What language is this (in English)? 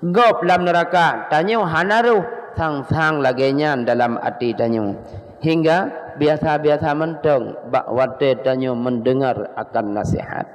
Achinese